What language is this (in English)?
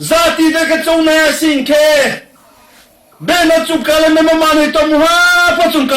Riang (India)